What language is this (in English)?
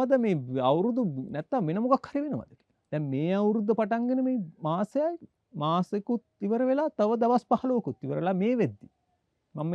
Sinhala